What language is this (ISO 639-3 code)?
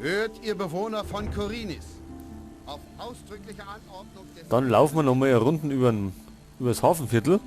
bar